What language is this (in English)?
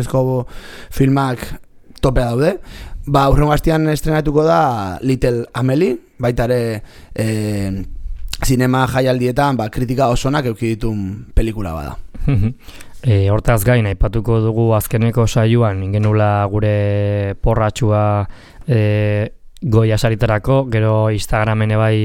Basque